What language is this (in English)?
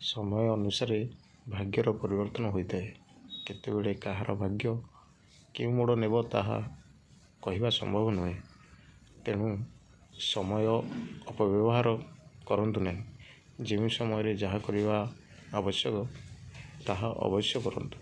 Odia